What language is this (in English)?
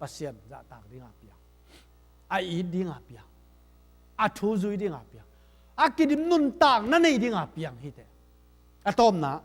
Tedim Chin